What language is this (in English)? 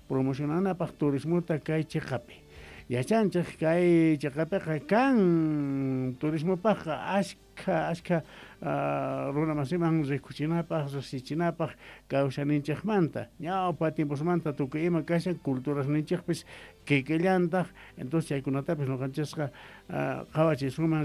South Bolivian Quechua